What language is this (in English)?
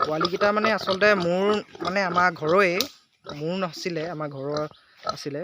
Assamese